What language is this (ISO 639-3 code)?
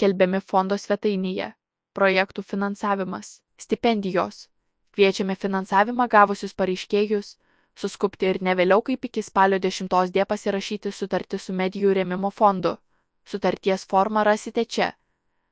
lit